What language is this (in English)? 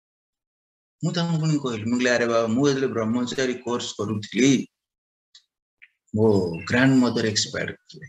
Odia